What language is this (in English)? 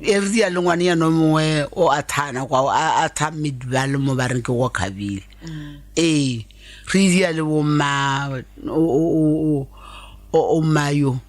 Northern Sotho